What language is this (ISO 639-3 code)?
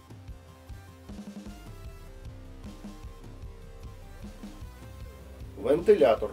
ukr